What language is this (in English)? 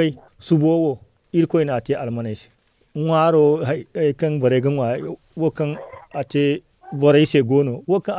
Zarma